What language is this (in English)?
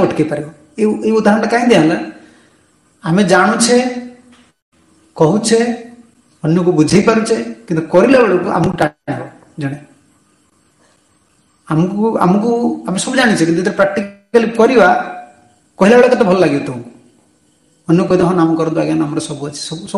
Odia